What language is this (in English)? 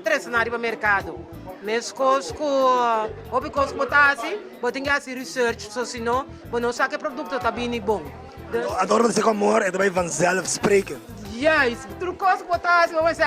Papiamento